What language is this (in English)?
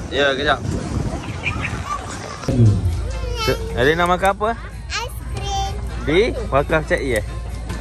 Malay